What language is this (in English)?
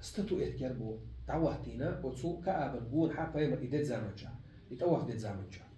Chechen